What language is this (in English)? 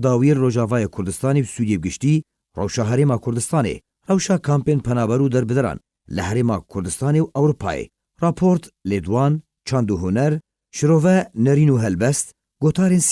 Kurdish